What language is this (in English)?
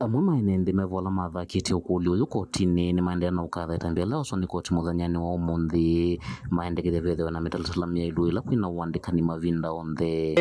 Kamba